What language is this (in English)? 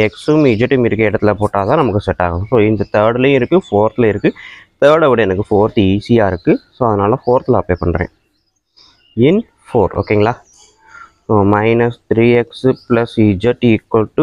Tamil